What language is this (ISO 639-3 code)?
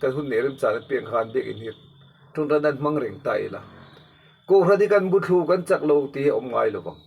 lus